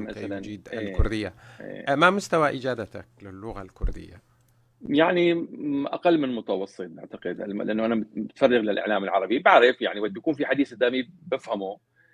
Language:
North Levantine Arabic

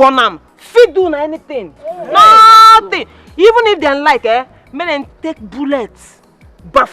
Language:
Nigerian Pidgin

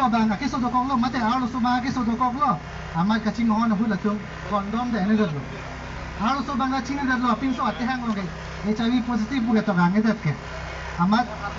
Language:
Karbi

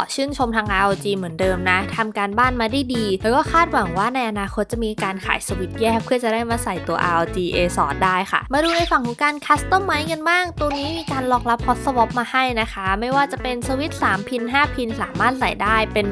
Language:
Thai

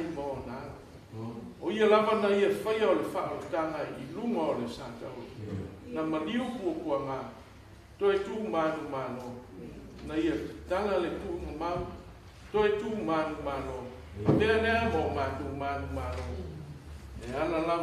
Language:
Samoan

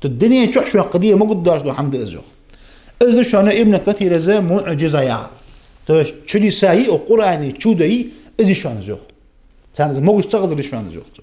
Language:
Ingush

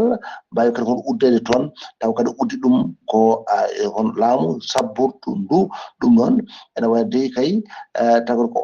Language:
Fula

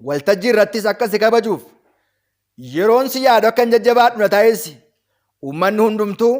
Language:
Oromo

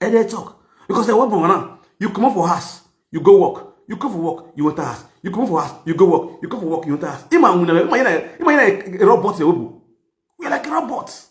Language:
Nigerian Pidgin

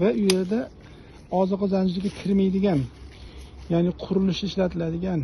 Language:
Uzbek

